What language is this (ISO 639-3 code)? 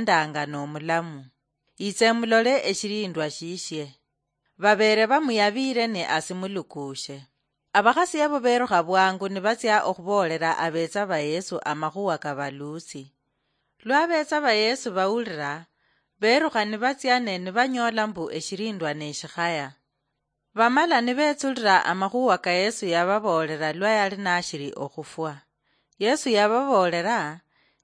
luy